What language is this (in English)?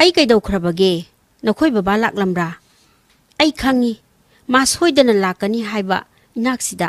Manipuri